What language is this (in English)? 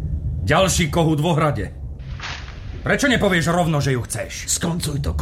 Slovak